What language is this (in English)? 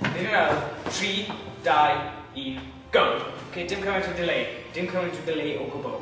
Welsh